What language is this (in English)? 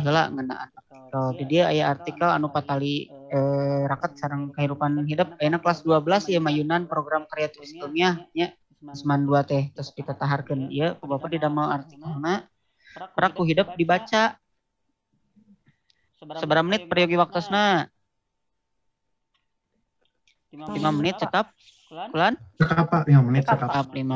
Sundanese